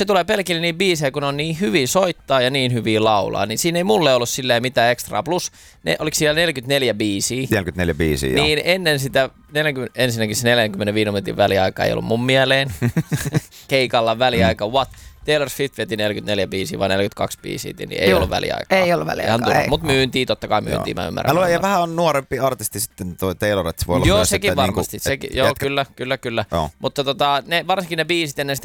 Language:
Finnish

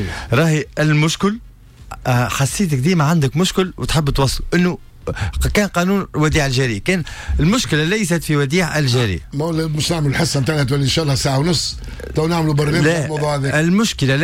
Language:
Tunisian Arabic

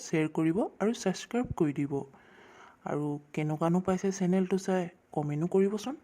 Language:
Assamese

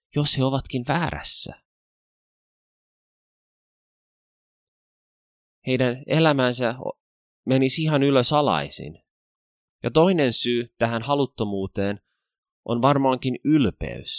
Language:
Finnish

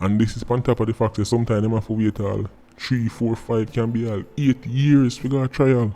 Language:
Jamaican Creole English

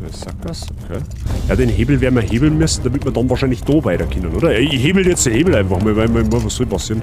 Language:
Bavarian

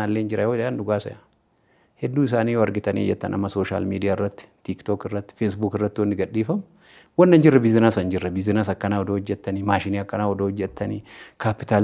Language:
Oromo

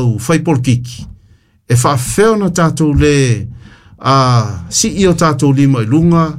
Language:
Samoan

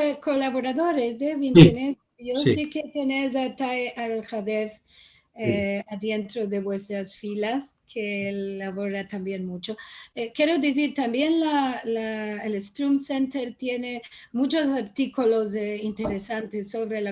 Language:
Ladino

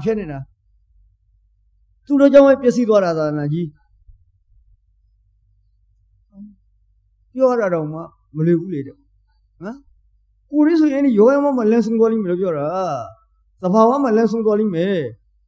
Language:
Burmese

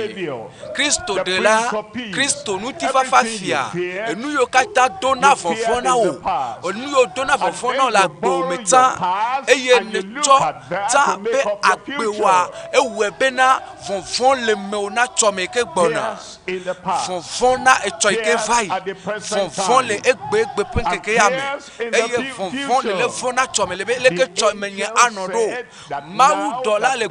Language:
Ewe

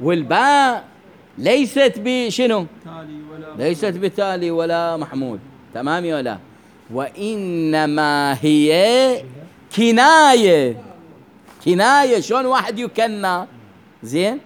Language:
Mesopotamian Arabic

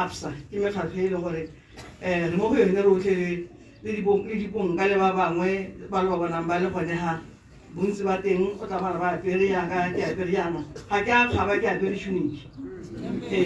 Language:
Tswana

